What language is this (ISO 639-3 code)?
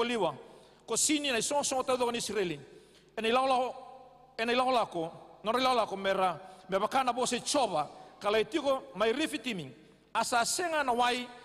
fij